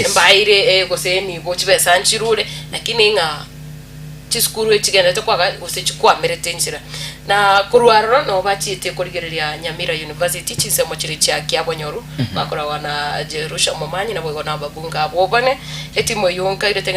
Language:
Gusii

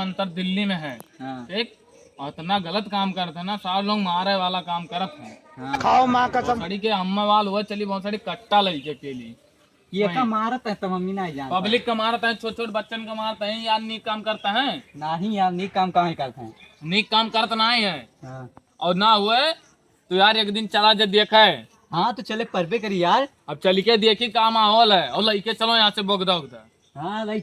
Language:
Awadhi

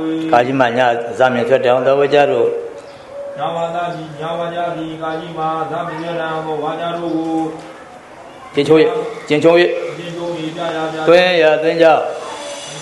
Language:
Burmese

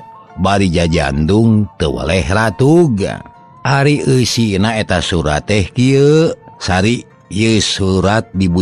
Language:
Sundanese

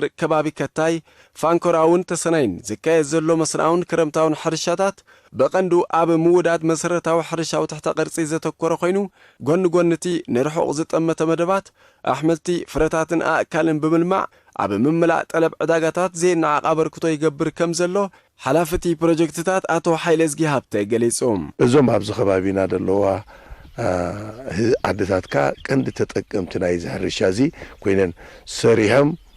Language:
Tigrinya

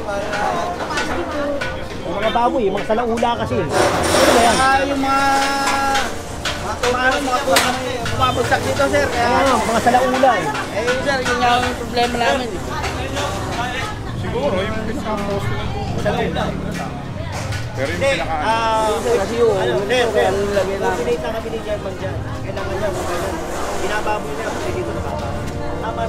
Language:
Filipino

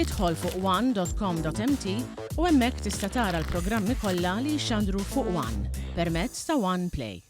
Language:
Maltese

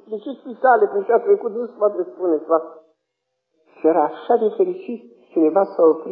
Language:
Romanian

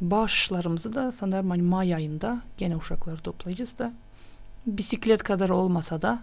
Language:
Gagauz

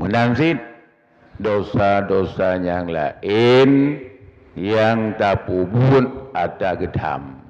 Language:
Achinese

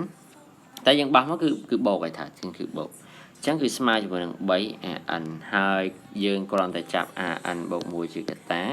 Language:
Khmer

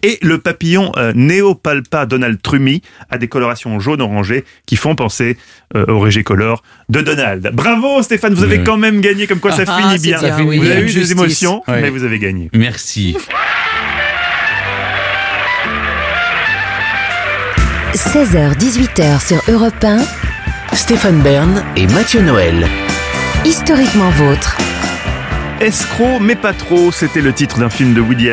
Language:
French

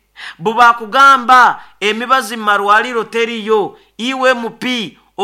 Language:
Nyoro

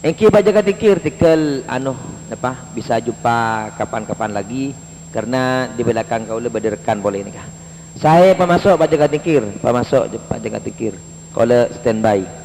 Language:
Madurese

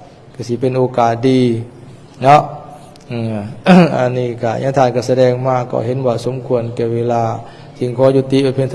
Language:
Lao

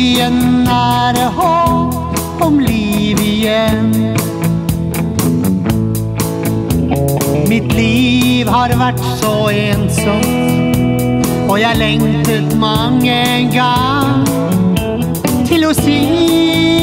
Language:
Norwegian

